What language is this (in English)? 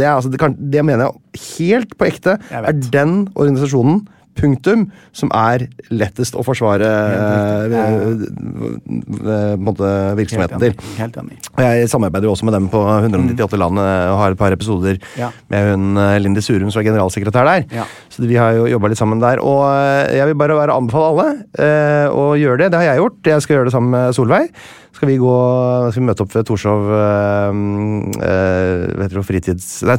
Norwegian